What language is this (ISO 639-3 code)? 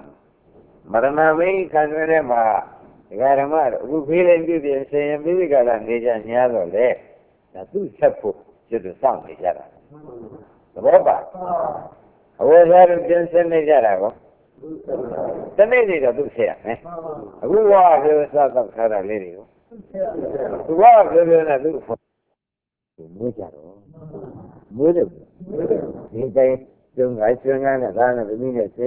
mya